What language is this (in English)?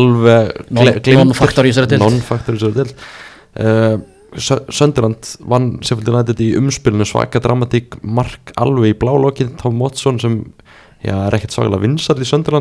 Icelandic